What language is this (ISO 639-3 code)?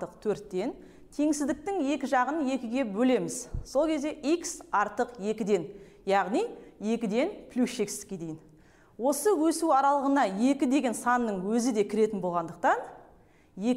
kaz